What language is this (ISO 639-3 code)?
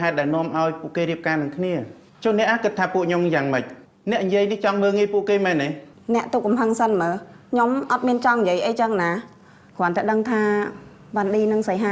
khm